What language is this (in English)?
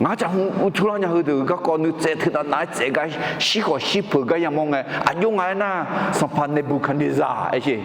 Akha